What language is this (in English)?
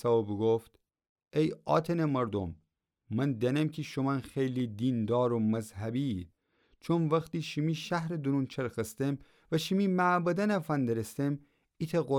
Gilaki